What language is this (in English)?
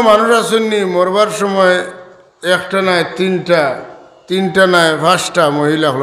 Sylheti